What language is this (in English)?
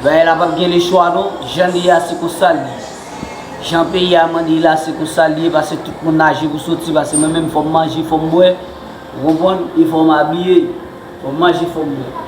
Haitian Creole